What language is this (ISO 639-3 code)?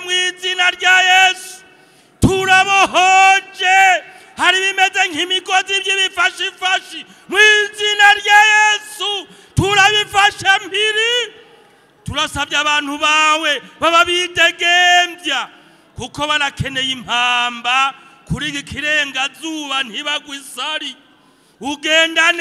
run